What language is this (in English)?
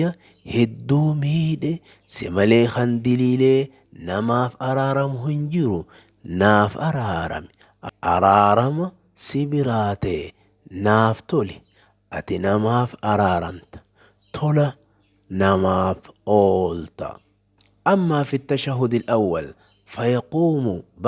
Oromo